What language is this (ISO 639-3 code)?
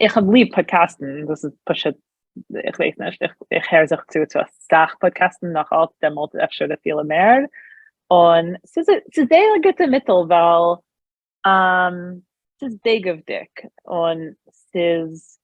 yid